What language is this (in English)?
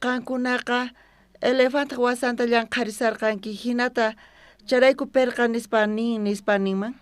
South Bolivian Quechua